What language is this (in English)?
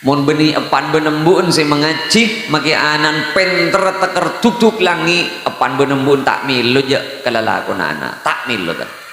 Madurese